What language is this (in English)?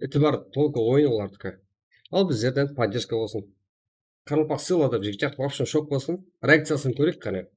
Kara-Kalpak